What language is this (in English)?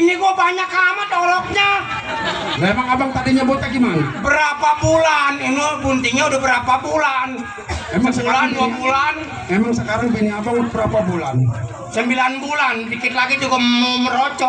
Betawi